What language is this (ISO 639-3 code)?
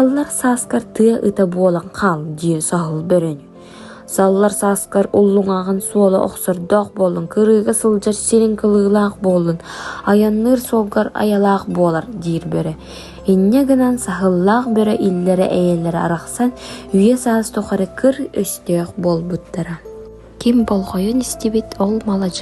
sah